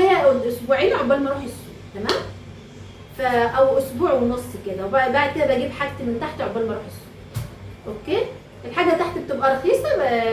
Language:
Egyptian Arabic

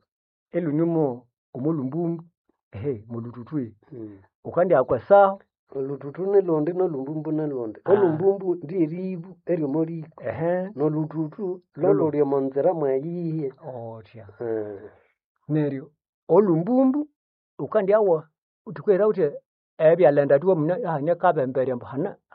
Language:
Nande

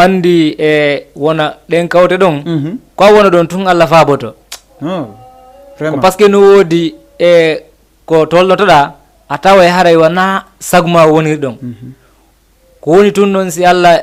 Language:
Fula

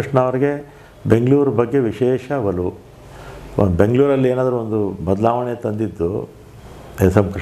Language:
Kannada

